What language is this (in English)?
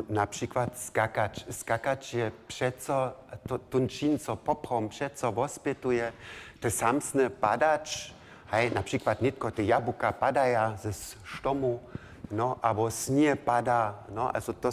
Upper Sorbian